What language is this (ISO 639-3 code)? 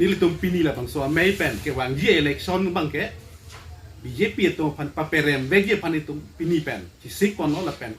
mjw